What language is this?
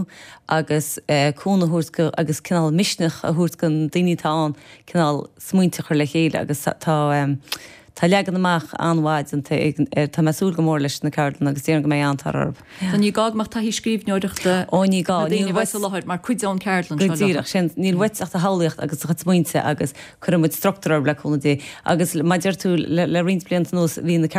Irish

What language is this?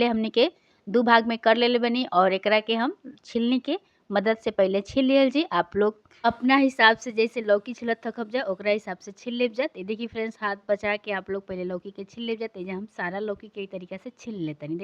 Bhojpuri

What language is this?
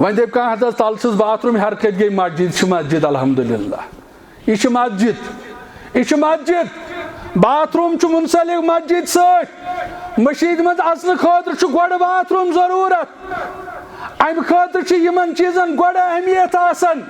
Kashmiri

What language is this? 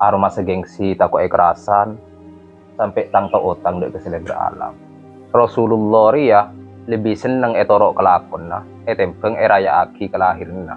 Madurese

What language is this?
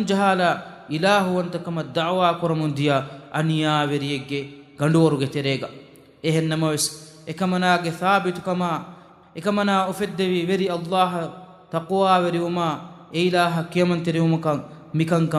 Divehi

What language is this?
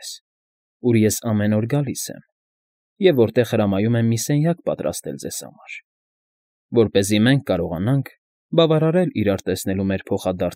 Armenian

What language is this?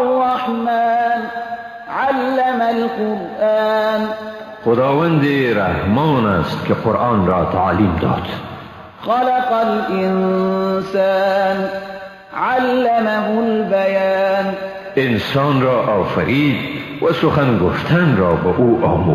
Persian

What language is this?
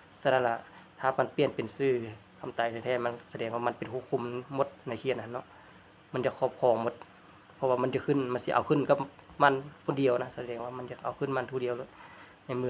Lao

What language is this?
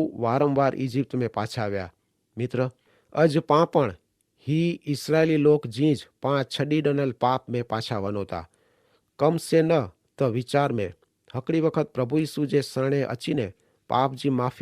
Kachhi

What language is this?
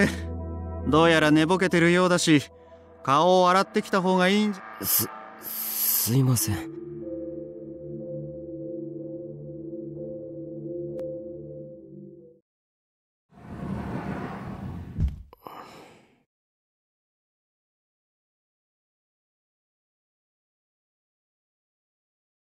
Japanese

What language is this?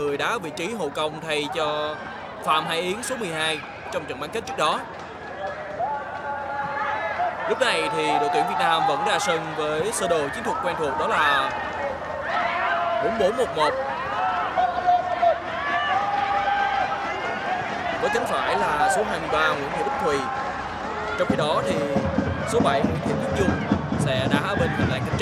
Vietnamese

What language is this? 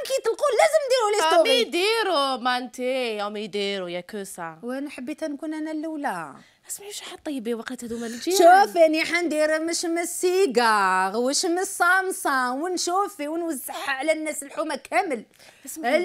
Algerian Arabic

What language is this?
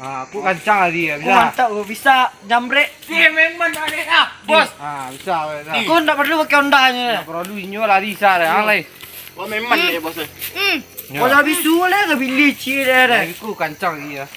Minangkabau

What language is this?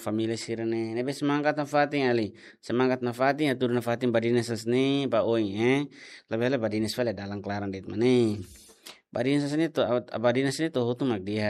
Tetum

